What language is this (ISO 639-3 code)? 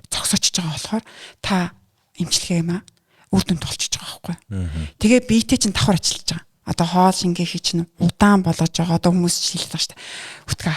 mon